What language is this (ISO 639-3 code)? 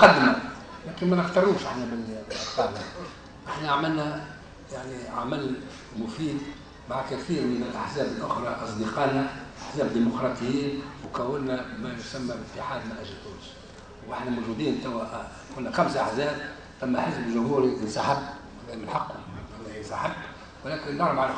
aeb